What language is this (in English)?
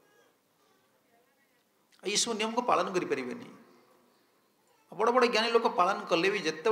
Odia